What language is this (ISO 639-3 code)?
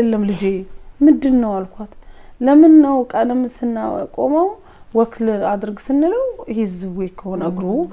amh